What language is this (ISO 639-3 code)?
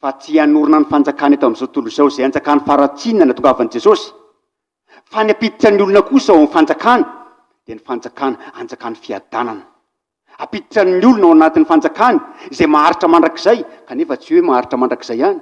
mlg